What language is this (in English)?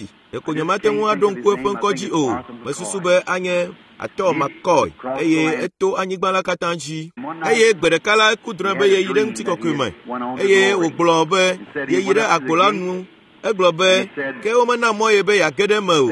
Ewe